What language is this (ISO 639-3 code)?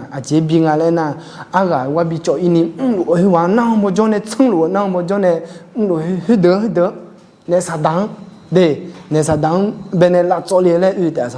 ahk